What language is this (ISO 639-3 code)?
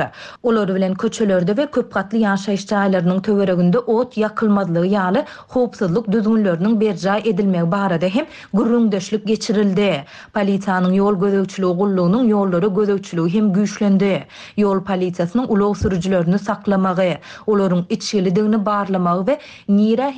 tuk